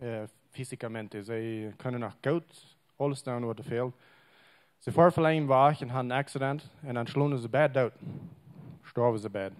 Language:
Plautdietsch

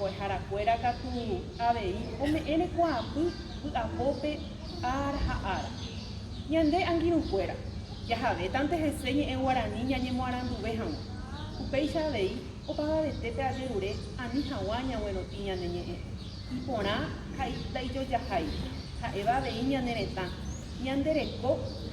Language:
Guarani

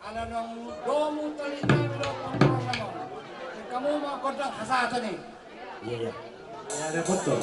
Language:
Batak Toba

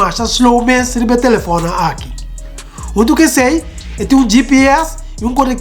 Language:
Papiamento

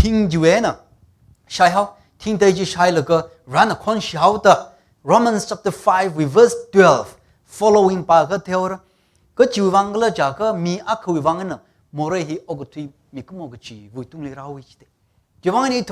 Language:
Tangkhul Naga (India)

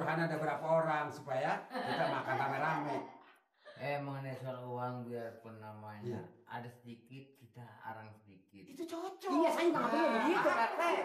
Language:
Betawi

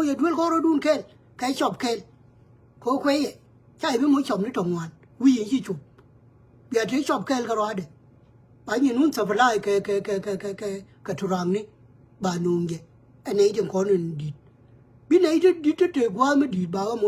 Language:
Nuer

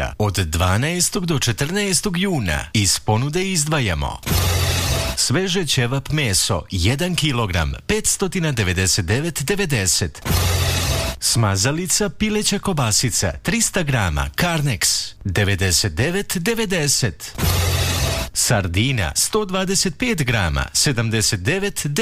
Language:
Serbian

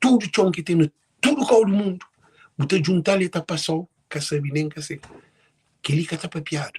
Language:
Kabuverdianu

